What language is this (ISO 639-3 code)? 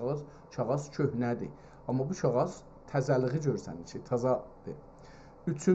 azb